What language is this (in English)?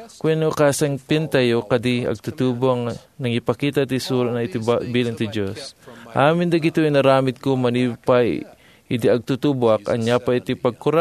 Iloko